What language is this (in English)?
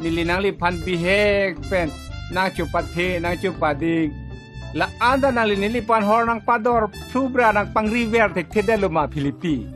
Karbi